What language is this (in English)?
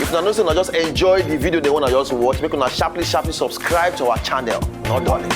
Nigerian Pidgin